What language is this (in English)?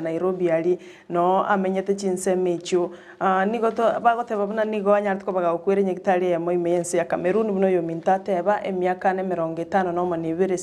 Gusii